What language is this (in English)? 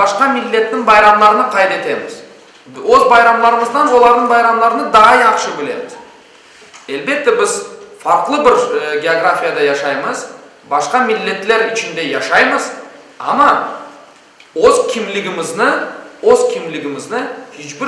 Crimean Tatar